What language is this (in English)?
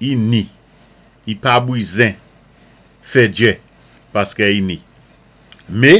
Saint Lucian Creole French